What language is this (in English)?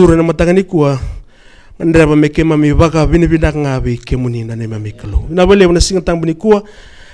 Fijian